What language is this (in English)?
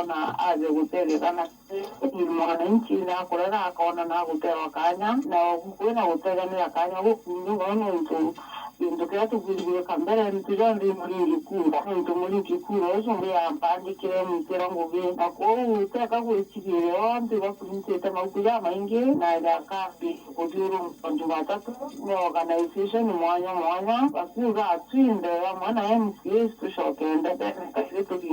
Meru